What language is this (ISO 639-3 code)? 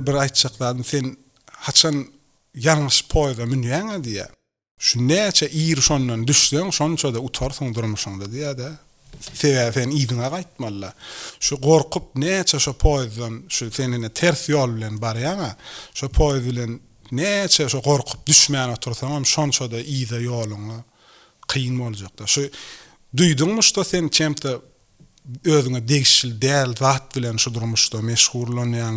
tuk